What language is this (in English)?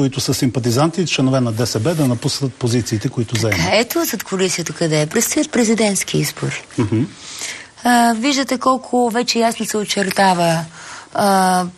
Bulgarian